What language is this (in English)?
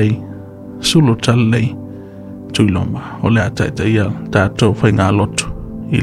Samoan